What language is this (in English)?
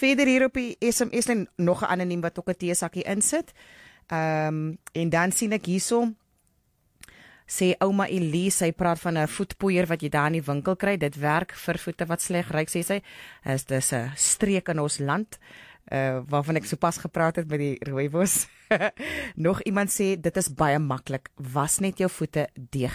Afrikaans